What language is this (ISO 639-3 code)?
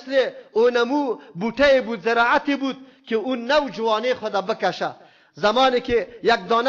fas